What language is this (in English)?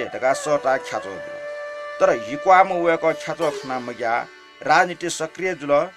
Newari